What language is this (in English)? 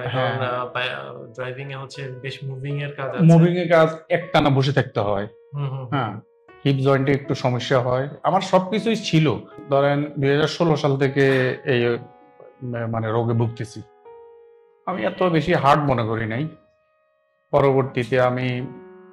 Bangla